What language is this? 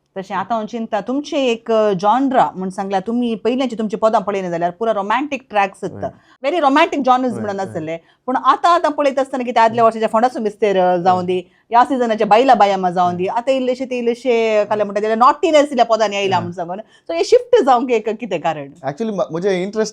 Konkani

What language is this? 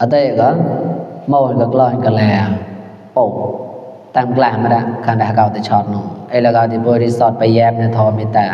Mon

